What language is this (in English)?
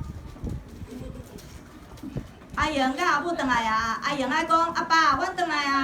Min Nan Chinese